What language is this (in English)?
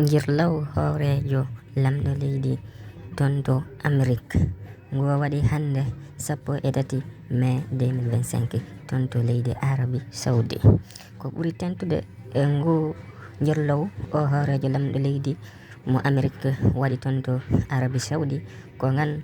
Fula